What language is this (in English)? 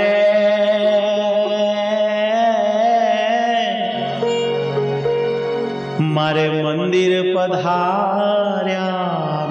Gujarati